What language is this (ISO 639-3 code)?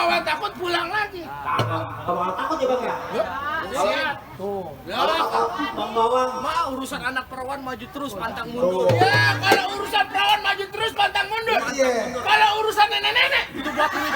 bew